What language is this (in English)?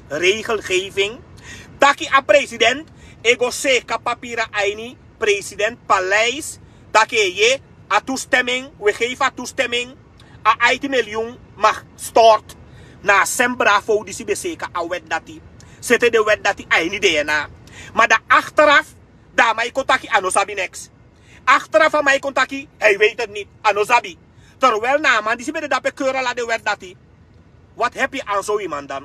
Sranan Tongo